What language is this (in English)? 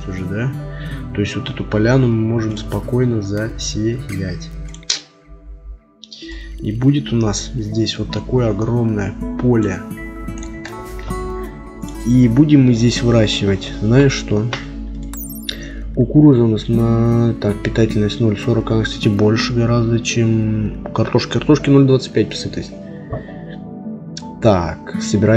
Russian